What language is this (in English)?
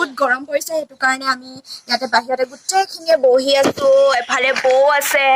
Assamese